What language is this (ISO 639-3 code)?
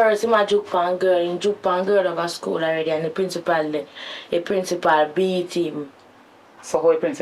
jam